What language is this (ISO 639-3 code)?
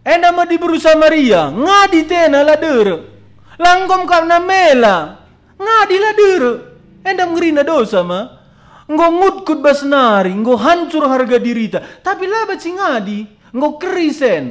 btx